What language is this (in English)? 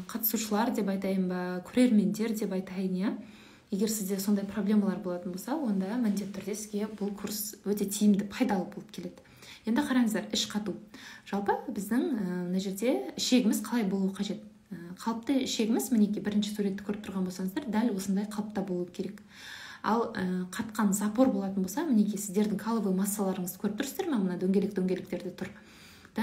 Kazakh